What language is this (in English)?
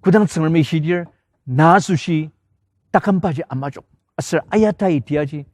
Ao Naga